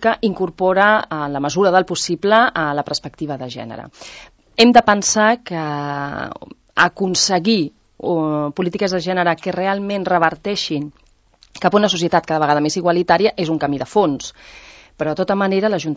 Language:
Catalan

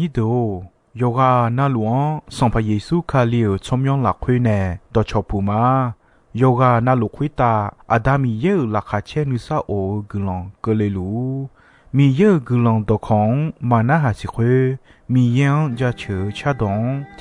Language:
Akha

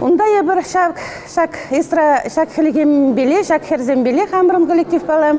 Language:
Chuvash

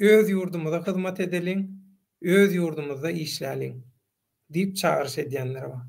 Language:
Turkmen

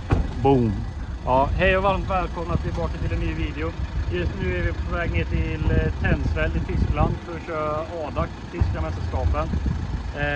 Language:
Swedish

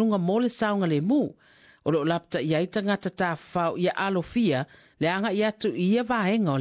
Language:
Samoan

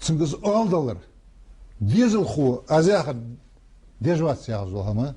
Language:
Ingush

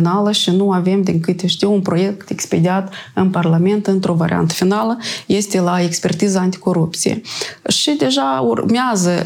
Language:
Romanian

